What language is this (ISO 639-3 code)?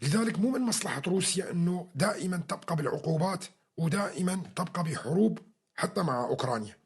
apc